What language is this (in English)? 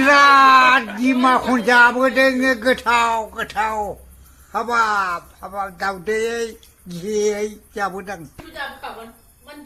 Bodo